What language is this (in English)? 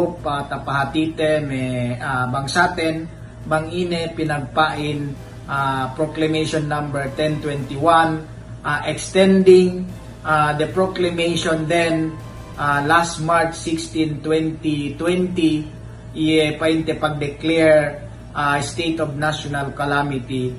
Yakan